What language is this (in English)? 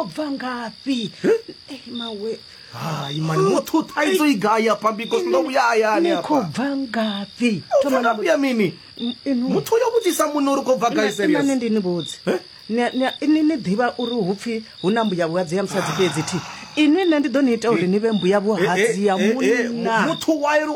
Venda